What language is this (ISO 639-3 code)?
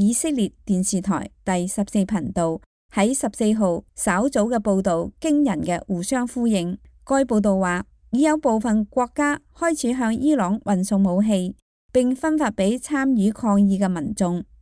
yue